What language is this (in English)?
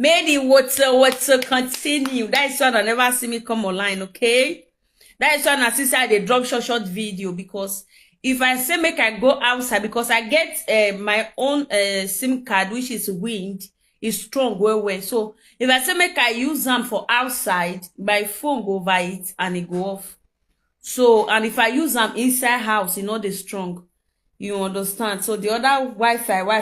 Nigerian Pidgin